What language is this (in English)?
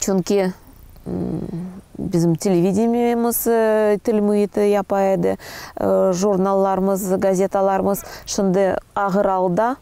Crimean Tatar